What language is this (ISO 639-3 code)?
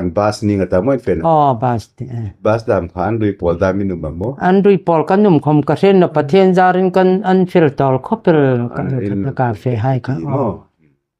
hmr